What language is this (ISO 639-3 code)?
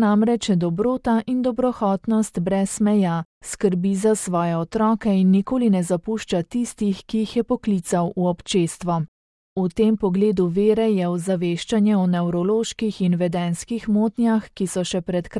slv